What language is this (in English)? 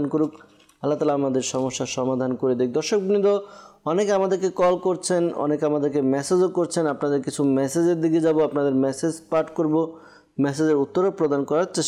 Bangla